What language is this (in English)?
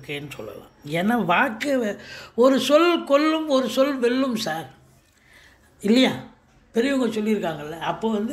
Tamil